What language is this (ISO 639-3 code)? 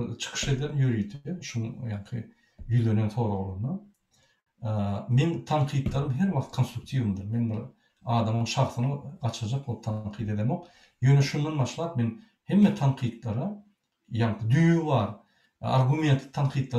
tuk